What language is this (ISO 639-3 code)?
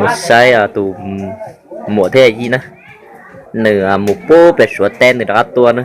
hmn